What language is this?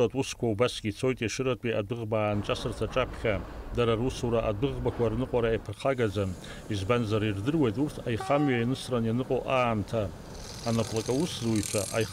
Abkhazian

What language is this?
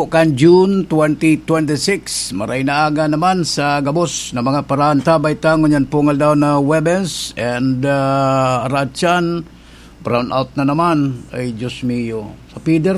Bikol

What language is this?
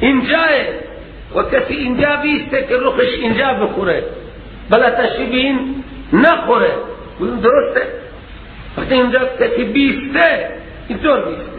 Persian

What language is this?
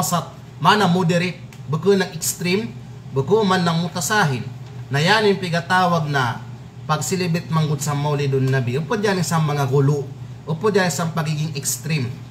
Kalagan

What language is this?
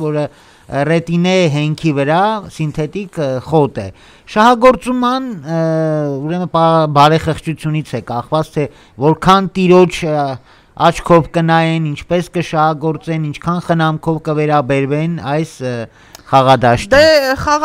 Armenian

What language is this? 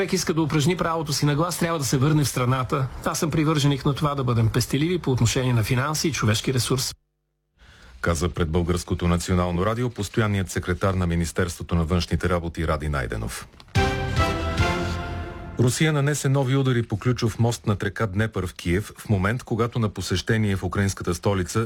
Bulgarian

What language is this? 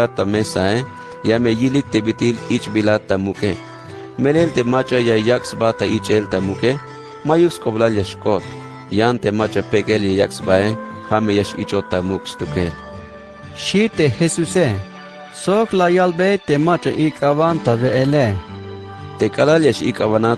Tzeltal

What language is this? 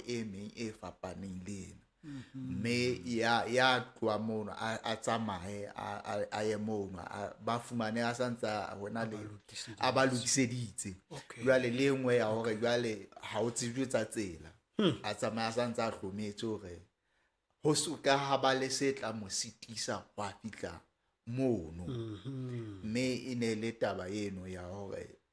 Southern Sotho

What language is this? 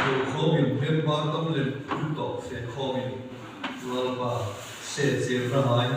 Hmar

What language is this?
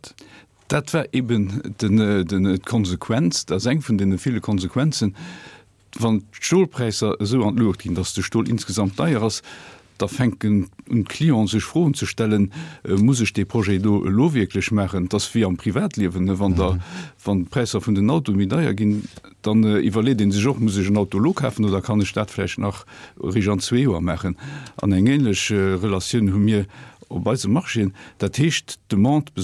Luxembourgish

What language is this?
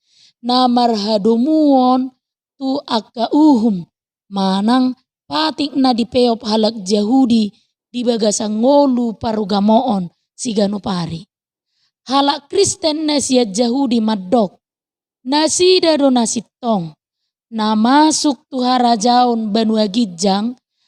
Batak Toba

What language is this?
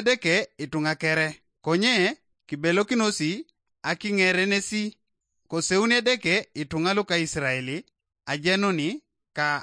Teso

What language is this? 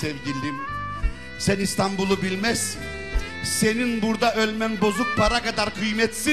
Turkish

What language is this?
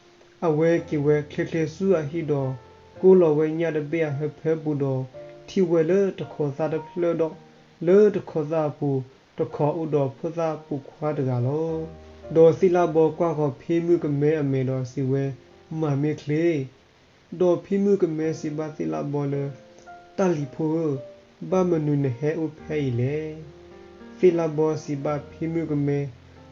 S'gaw Karen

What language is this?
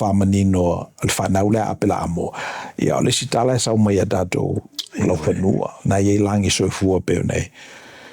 Samoan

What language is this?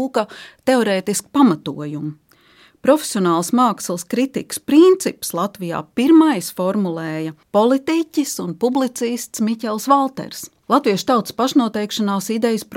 Latvian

